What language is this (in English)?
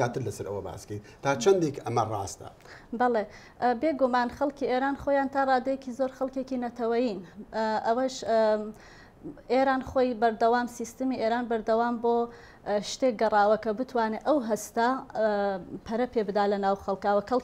Central Kurdish